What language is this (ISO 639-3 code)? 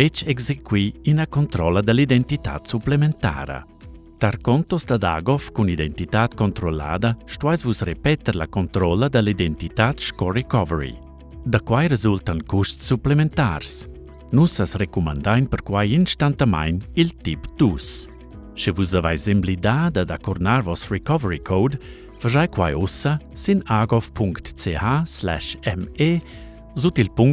roh